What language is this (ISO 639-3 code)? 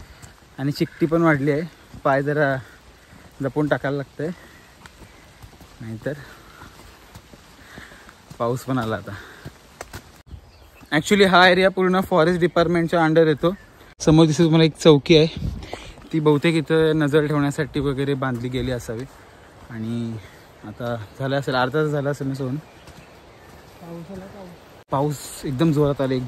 mar